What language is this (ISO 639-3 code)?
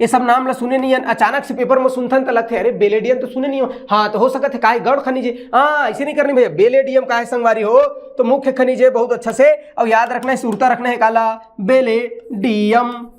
hne